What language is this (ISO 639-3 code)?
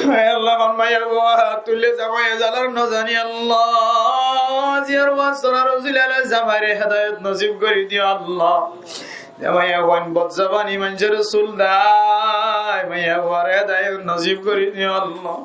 rhg